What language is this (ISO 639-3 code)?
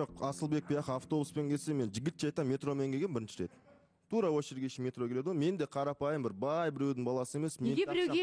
kaz